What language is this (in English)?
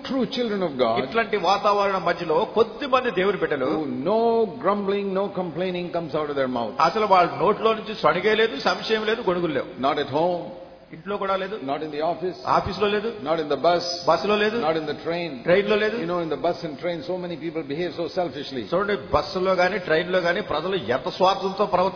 Telugu